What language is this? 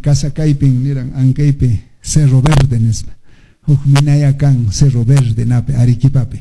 Quechua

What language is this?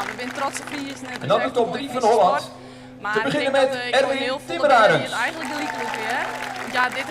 Western Frisian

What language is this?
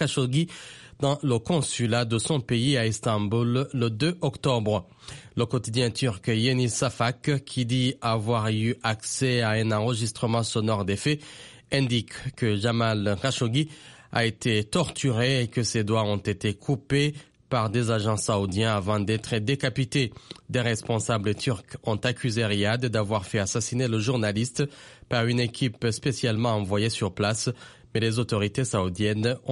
French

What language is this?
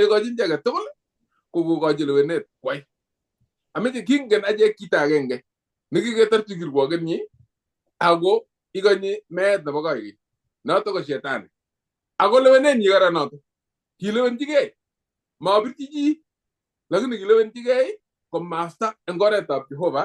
Kalenjin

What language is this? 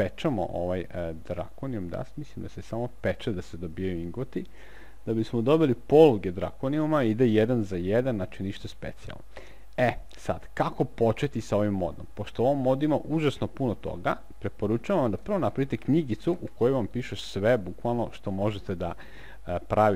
Serbian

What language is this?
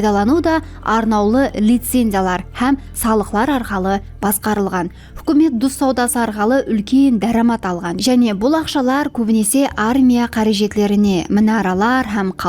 Kara-Kalpak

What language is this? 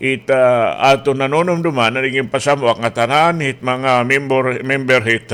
Waray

